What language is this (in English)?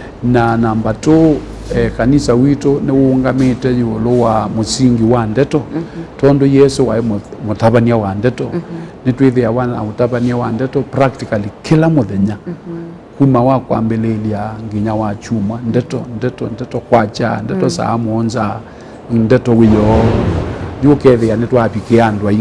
Kamba